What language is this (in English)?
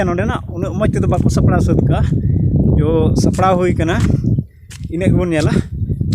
Santali